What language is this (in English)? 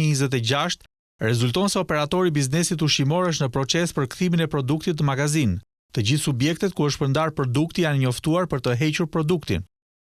Albanian